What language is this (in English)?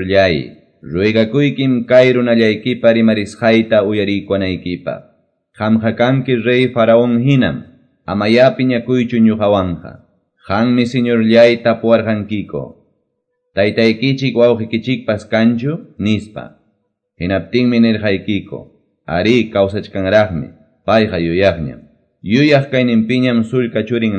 Quechua